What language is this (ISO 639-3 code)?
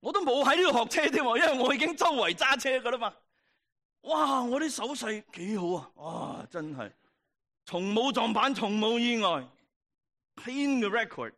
yue